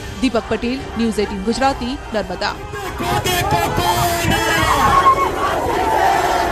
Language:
Gujarati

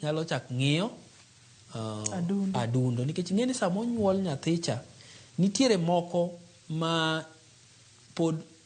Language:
Luo (Kenya and Tanzania)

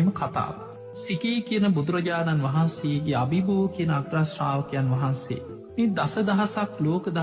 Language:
Sinhala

